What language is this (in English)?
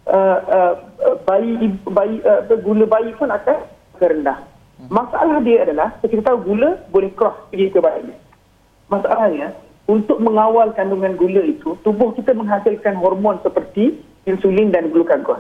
Malay